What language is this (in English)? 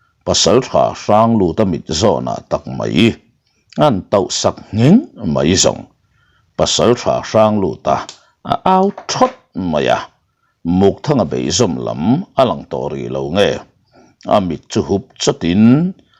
Mizo